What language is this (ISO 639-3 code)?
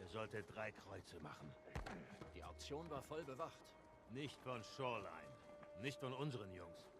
gsw